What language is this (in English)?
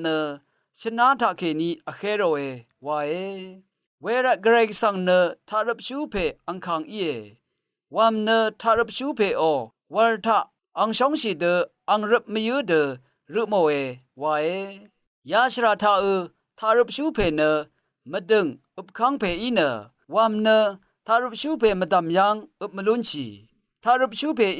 Rawang